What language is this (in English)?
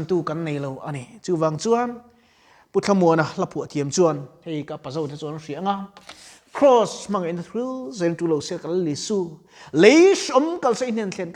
Mizo